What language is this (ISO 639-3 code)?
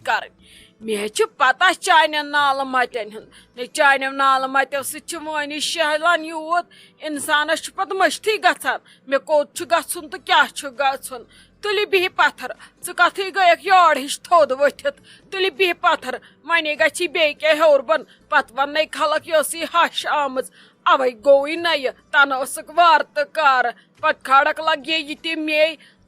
kas